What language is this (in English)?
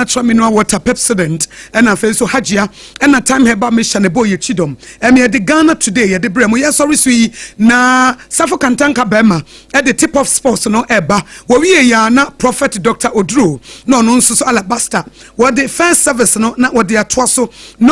Akan